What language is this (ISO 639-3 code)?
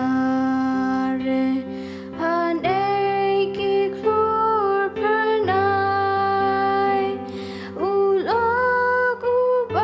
kha